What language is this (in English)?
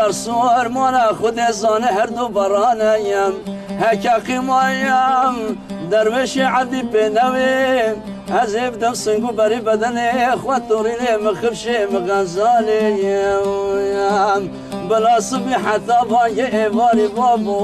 Kurdish